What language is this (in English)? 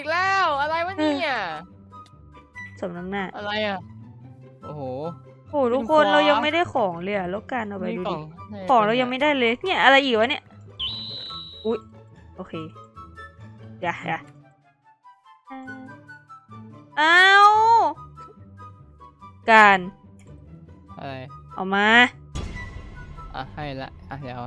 Thai